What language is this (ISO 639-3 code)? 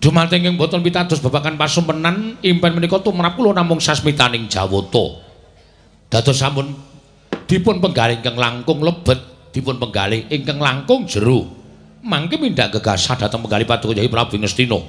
jav